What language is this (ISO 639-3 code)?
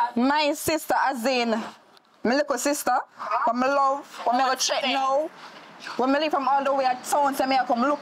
jam